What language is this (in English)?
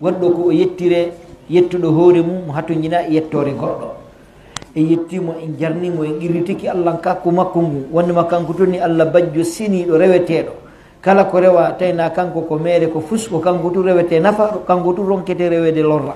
Pular